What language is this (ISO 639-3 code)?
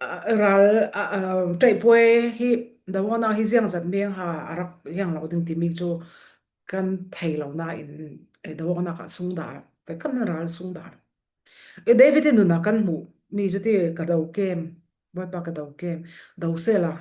cfm